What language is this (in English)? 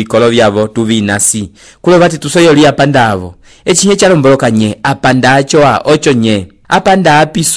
Umbundu